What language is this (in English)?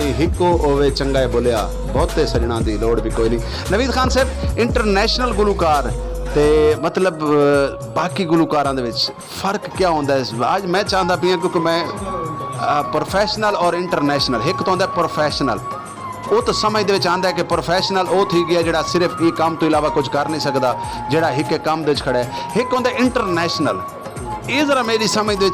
Saraiki